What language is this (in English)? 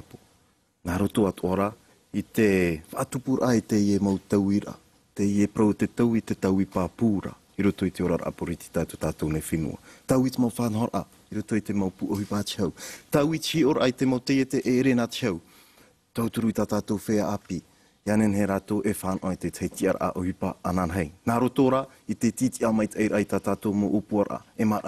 Tahitian